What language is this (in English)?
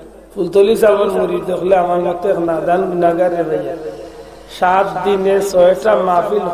Sylheti